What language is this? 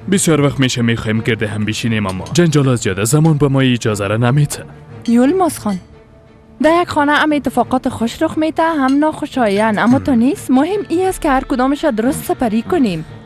Persian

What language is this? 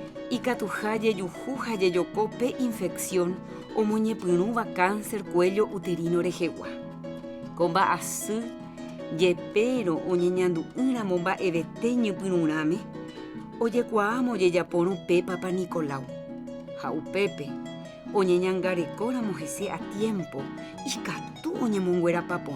Guarani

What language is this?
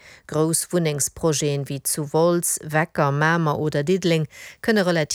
Luxembourgish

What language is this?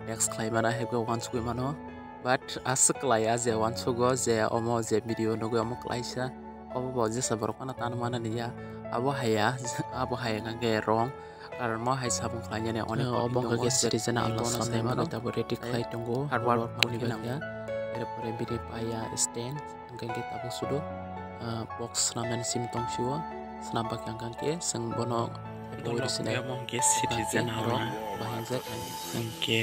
Kok Borok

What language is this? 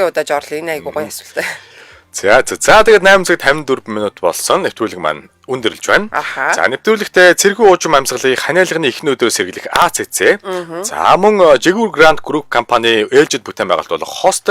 Mongolian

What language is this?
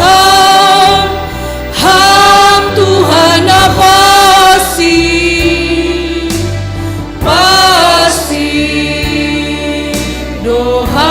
Batak Simalungun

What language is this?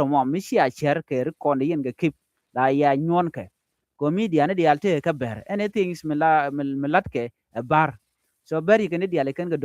Nuer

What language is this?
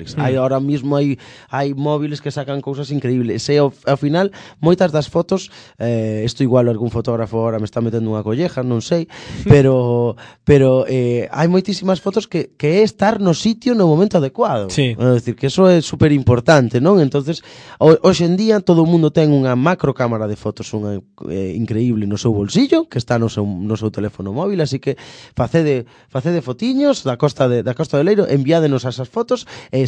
Galician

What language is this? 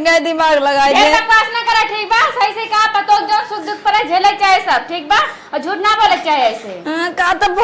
Awadhi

